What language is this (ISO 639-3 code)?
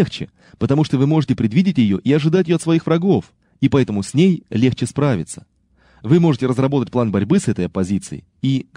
rus